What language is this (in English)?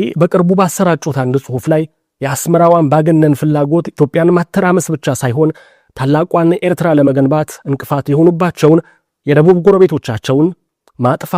Amharic